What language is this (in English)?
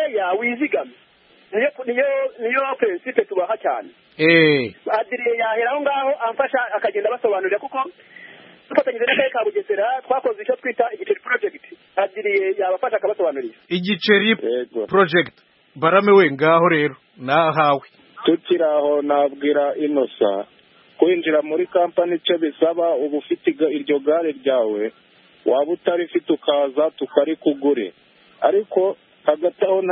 Kinyarwanda